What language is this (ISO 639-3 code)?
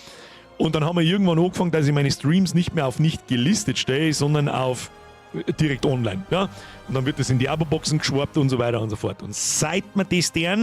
bar